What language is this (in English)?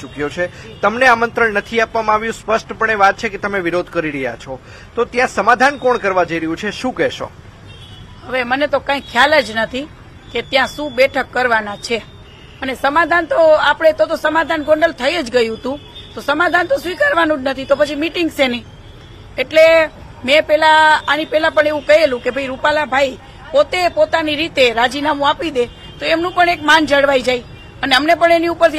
Gujarati